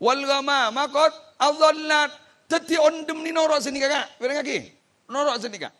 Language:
Madurese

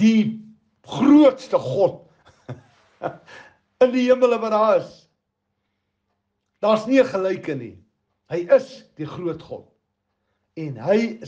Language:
Afrikaans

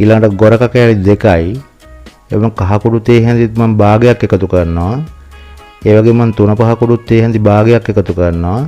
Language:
Sinhala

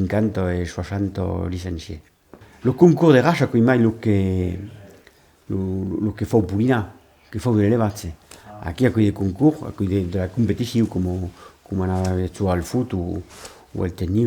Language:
Occitan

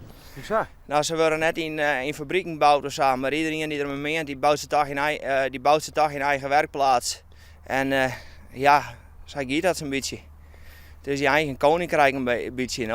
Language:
Western Frisian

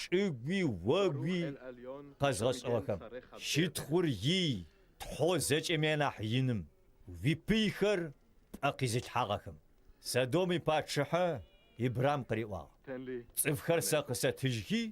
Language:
Adyghe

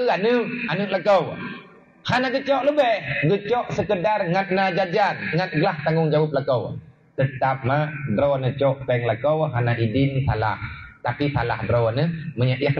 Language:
Achinese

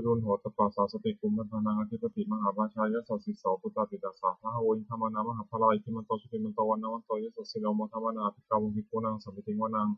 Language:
Pali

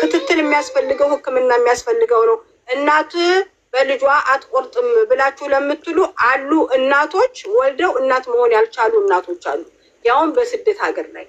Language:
Amharic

